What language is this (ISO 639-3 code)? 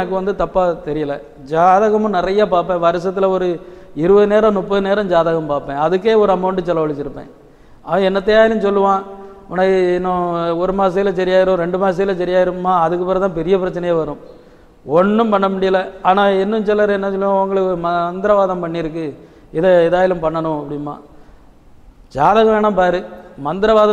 tam